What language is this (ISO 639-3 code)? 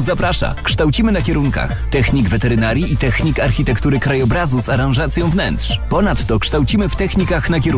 pol